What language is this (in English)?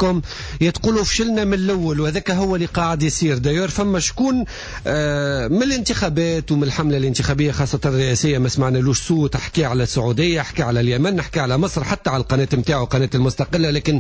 Tunisian Arabic